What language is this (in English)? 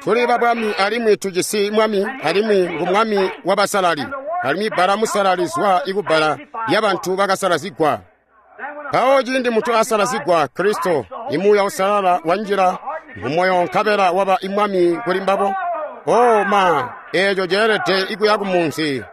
Tonga (Zambia)